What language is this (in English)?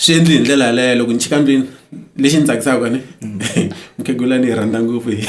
Tsonga